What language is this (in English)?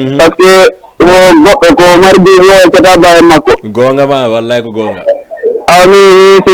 Fula